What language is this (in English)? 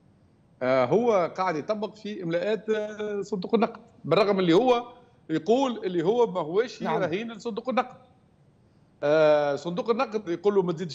Tunisian Arabic